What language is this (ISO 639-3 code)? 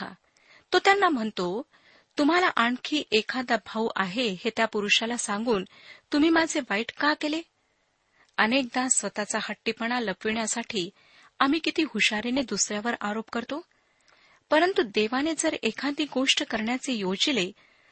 mar